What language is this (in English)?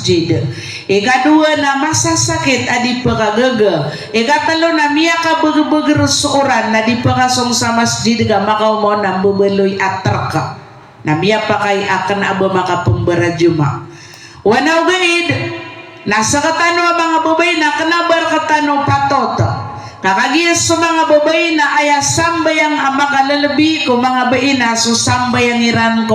Maranao